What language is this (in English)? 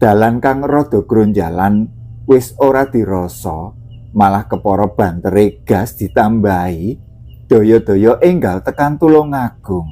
Javanese